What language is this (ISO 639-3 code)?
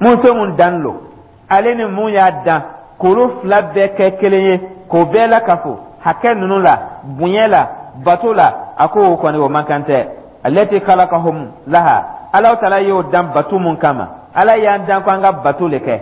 dyu